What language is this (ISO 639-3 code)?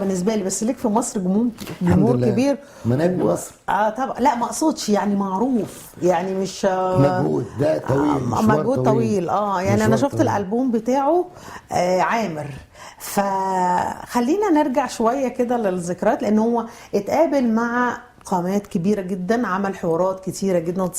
arz